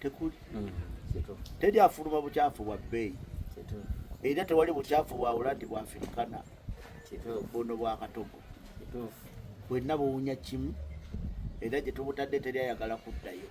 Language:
Ganda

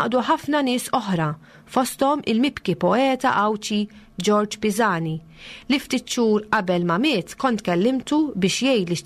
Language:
Maltese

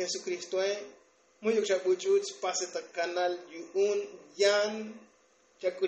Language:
Tzotzil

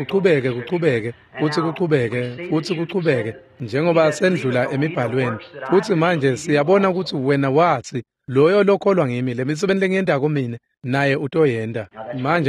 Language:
Swati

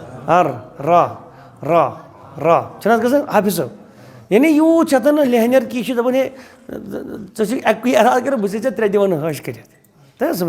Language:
Kashmiri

